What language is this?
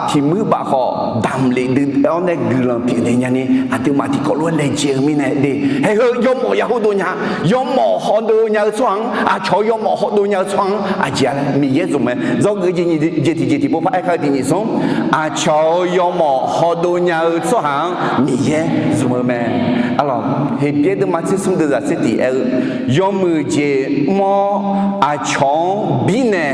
Akha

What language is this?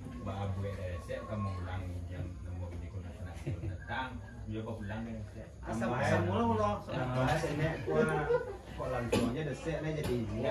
Minangkabau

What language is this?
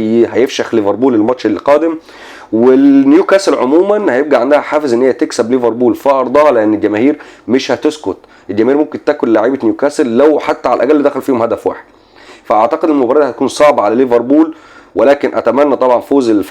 Egyptian Arabic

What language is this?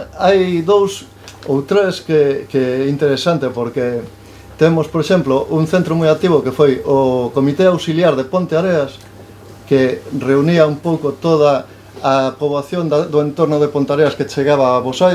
Galician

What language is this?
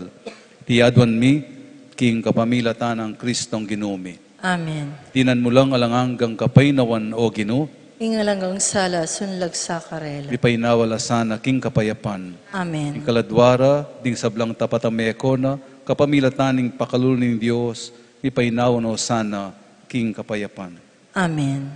Pampanga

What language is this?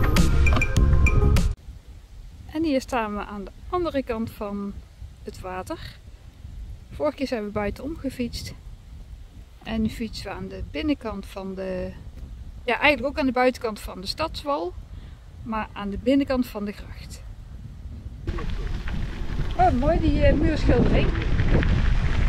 Dutch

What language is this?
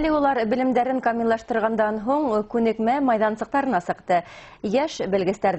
Bashkir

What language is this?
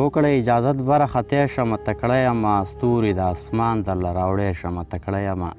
Pashto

